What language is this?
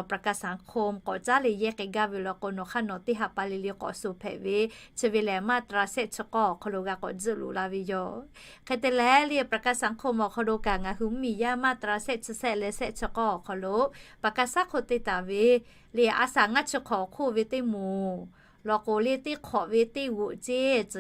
Lahu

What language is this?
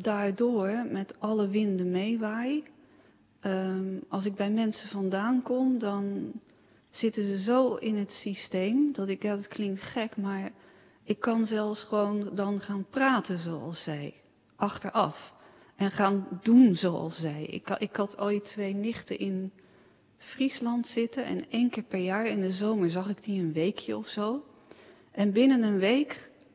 Dutch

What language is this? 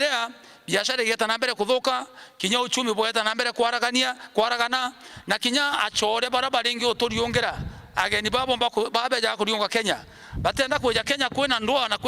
Meru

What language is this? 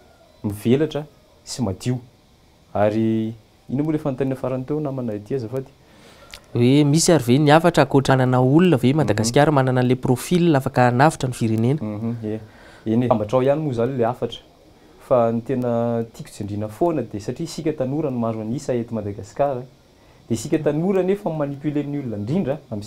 Malagasy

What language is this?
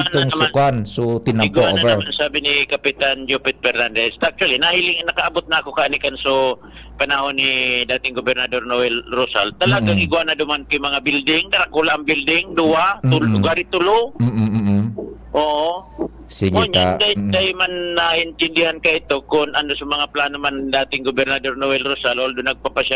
Bikol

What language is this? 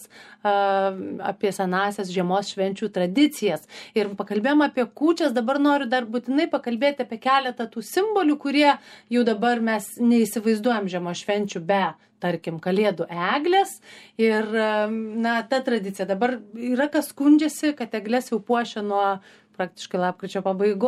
Lithuanian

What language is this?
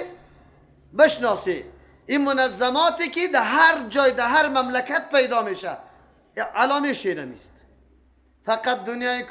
Persian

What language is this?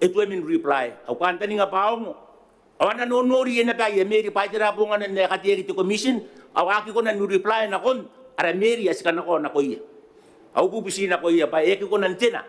Gilbertese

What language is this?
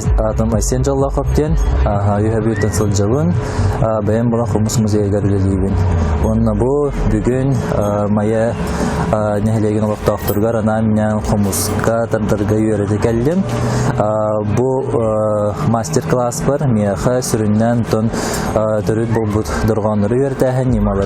Yakut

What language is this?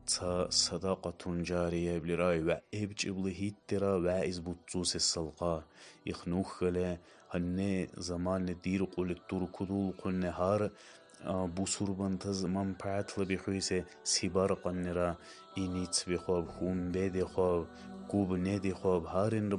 Dargwa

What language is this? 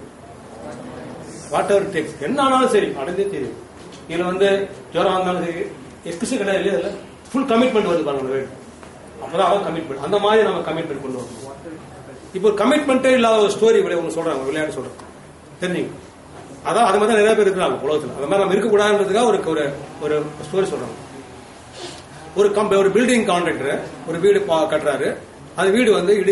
Tamil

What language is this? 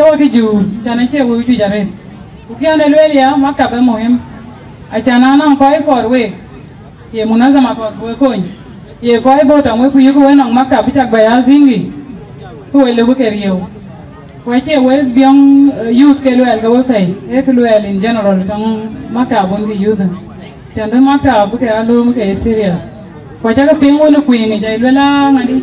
Dinka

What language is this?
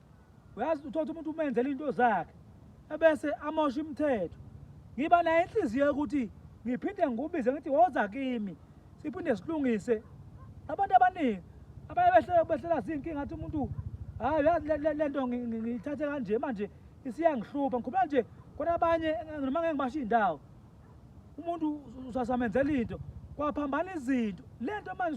Zulu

